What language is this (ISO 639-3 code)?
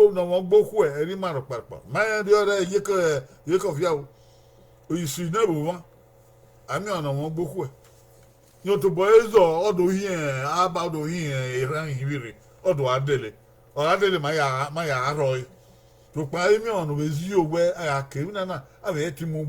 bin